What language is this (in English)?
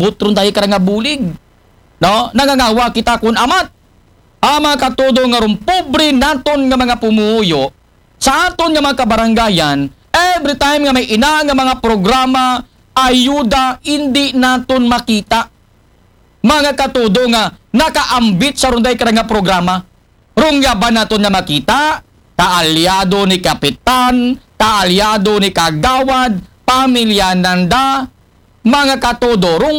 Aklanon